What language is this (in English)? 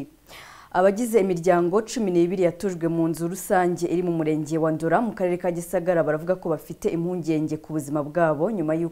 Kinyarwanda